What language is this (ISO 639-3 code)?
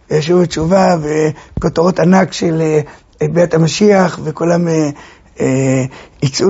heb